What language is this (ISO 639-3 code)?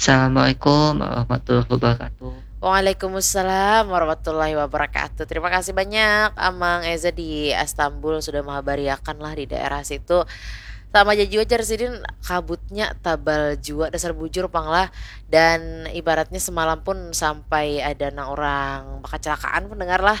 bjn